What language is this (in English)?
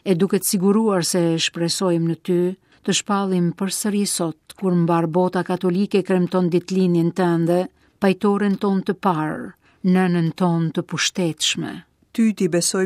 Albanian